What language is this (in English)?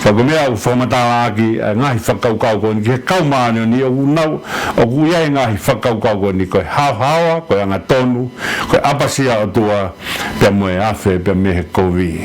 Tongan